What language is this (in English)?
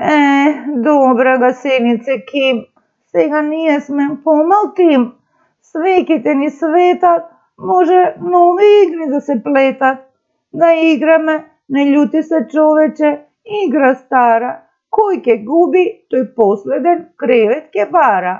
Macedonian